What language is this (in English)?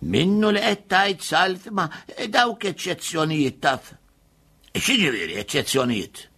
Maltese